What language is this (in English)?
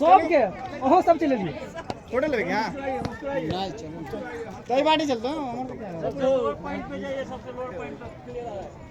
Maithili